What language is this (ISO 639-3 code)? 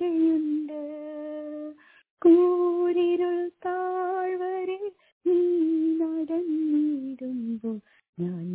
mal